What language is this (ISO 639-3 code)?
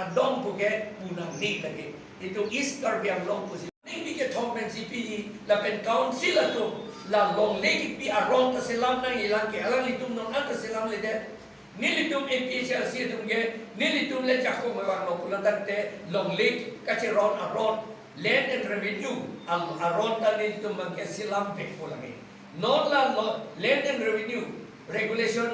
mjw